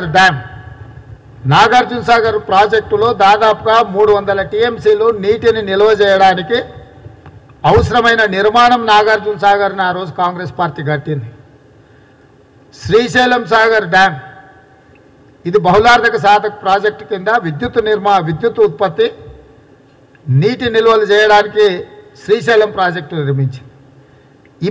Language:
Telugu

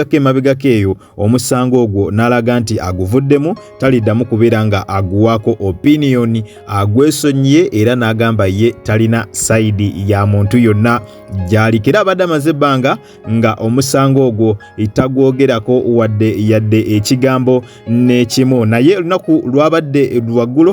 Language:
Ganda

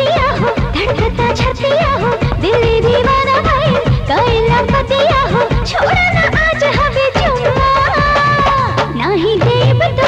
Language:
Bhojpuri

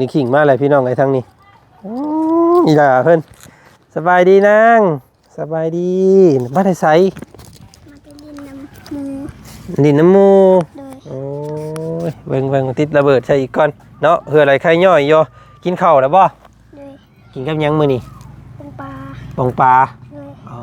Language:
Lao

